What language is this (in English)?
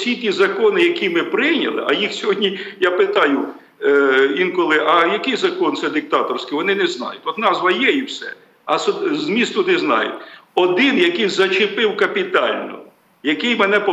Ukrainian